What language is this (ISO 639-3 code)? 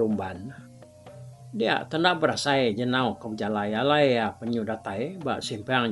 iba